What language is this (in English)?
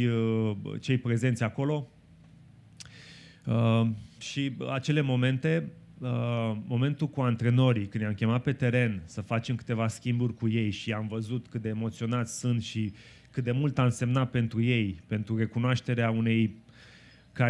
Romanian